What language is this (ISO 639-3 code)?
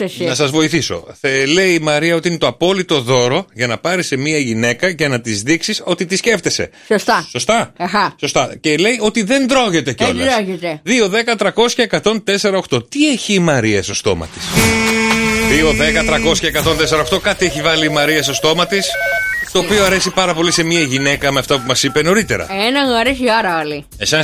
ell